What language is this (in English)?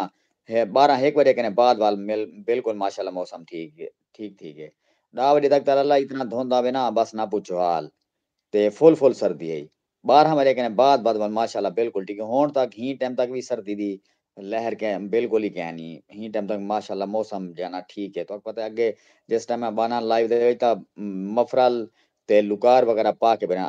Saraiki